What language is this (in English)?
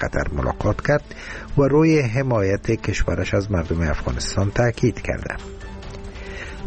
Persian